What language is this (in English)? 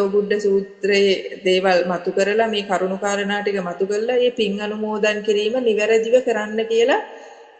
Sinhala